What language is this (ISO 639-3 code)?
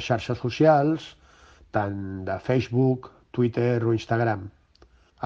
cat